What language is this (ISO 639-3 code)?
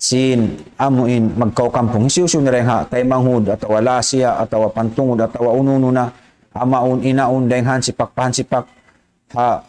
tsg